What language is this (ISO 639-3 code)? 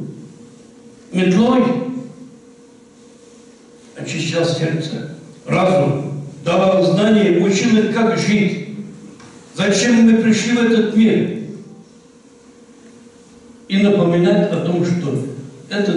rus